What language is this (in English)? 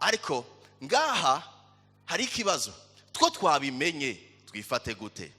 Rundi